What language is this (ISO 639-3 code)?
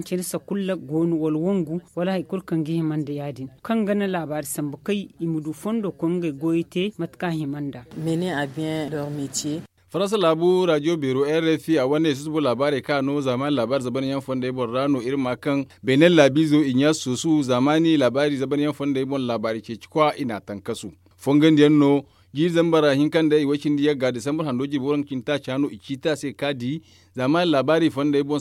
dje